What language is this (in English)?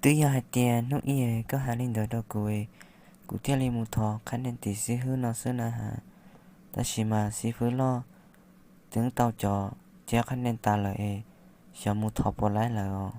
Hmong